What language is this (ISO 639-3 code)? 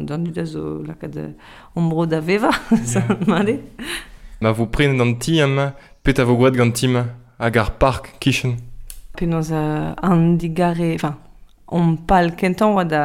bre